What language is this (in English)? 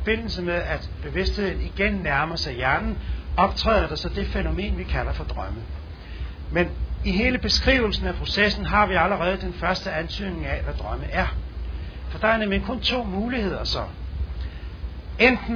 Danish